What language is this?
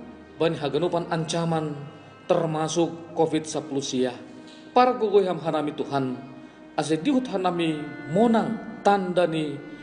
Batak Simalungun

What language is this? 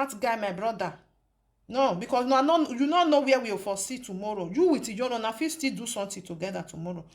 Nigerian Pidgin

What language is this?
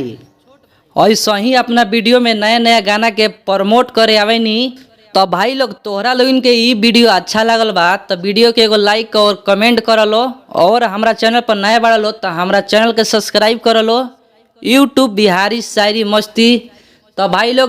Bhojpuri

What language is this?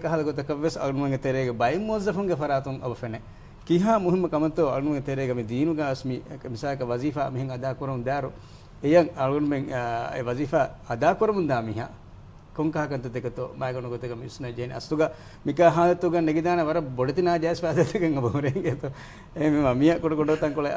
Divehi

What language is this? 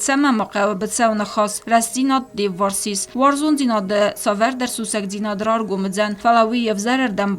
Ossetic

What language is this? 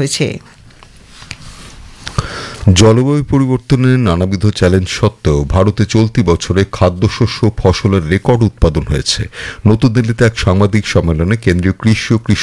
Bangla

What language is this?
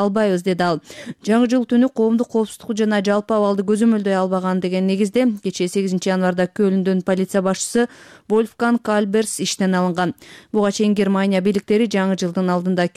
Kyrgyz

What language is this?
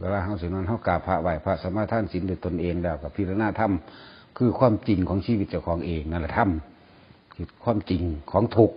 Northeastern Thai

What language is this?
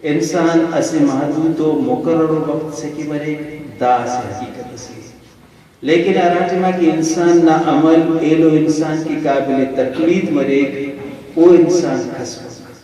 Brahui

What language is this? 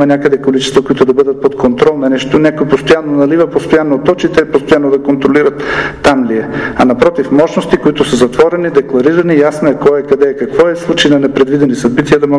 Bulgarian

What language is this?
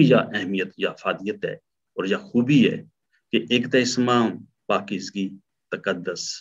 Gujari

